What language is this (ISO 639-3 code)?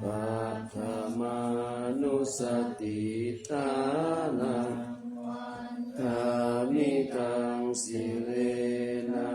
pli